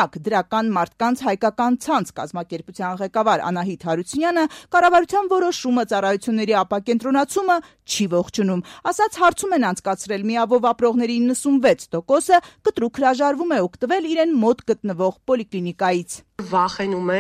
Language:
Armenian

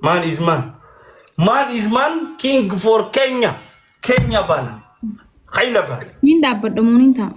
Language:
Oromo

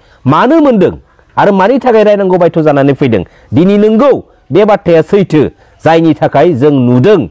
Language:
Bodo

